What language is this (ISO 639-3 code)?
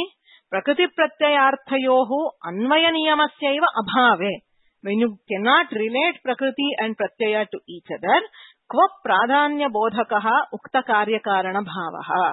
san